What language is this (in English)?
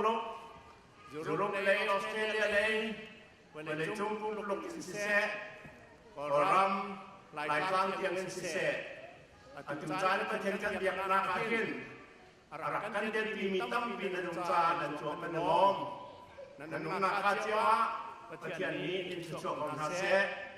Hakha Chin